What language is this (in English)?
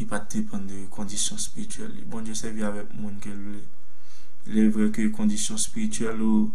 Haitian Creole